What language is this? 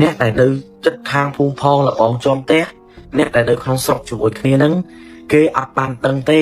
Khmer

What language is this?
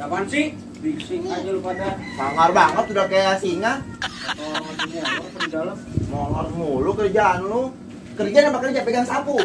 Betawi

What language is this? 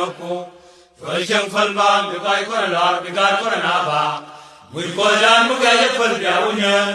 Nuer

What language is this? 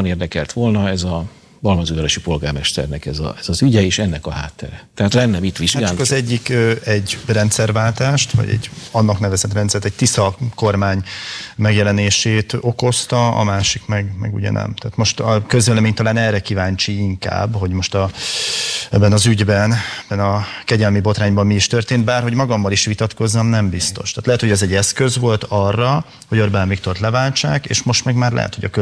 Hungarian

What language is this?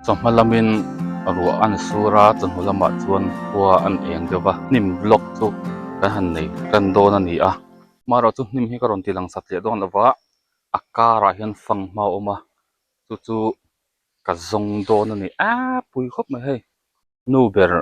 Mizo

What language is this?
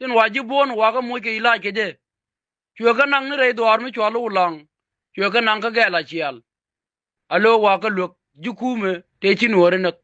Nuer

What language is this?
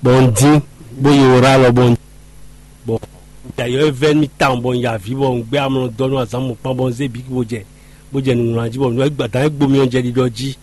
Fon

